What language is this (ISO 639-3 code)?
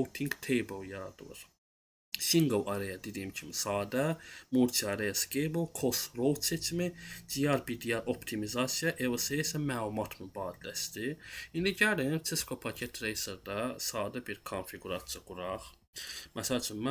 aze